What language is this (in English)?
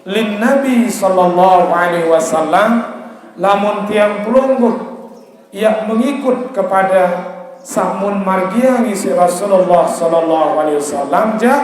Sasak